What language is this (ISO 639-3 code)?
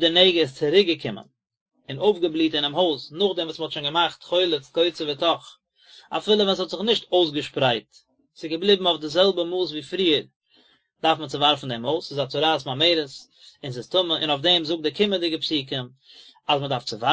yid